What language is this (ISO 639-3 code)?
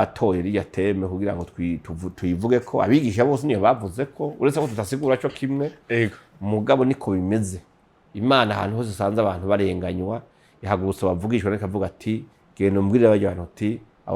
run